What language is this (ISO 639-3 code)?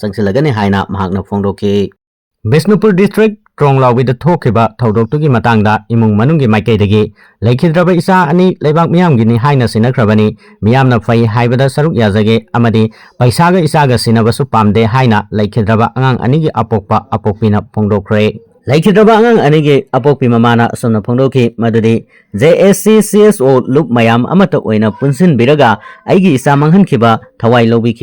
mni